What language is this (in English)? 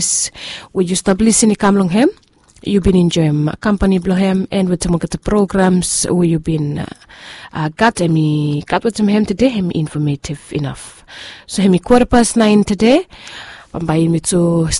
Bislama